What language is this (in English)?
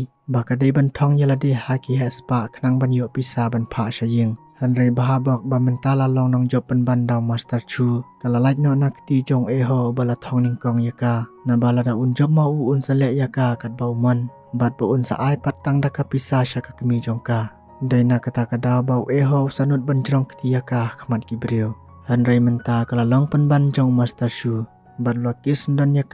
Khasi